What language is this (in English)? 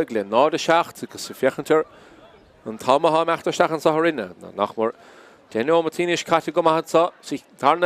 Irish